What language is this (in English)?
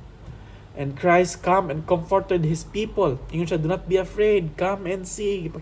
Cebuano